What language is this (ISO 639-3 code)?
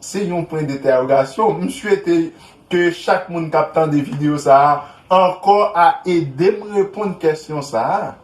hat